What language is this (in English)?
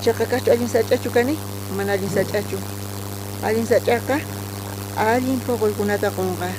South Bolivian Quechua